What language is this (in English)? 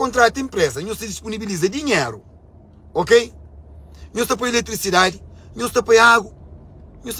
Kabuverdianu